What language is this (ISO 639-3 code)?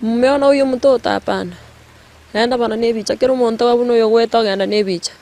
guz